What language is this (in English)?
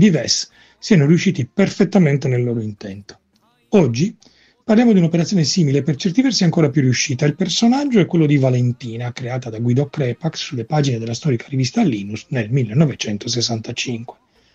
Italian